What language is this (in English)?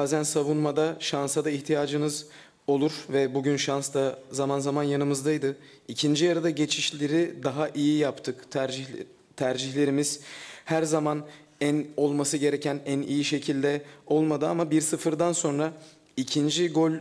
Turkish